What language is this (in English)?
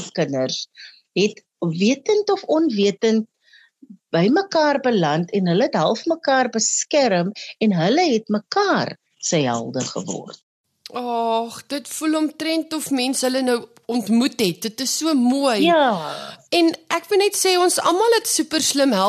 Afrikaans